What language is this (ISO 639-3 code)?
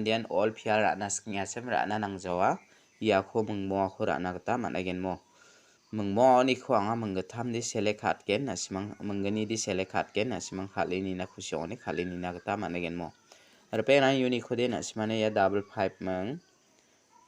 grt